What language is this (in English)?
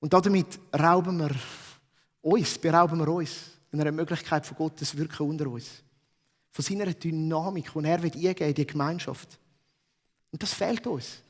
Swiss German